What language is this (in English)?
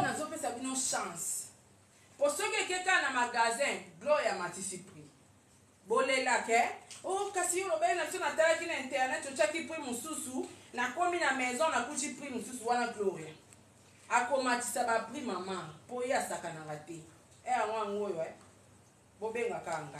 Lingala